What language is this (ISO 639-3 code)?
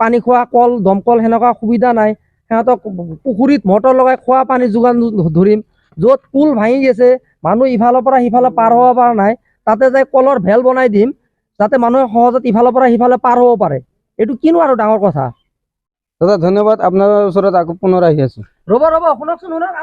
asm